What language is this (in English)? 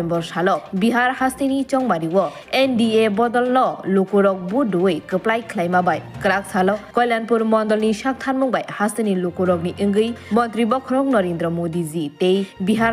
Kok Borok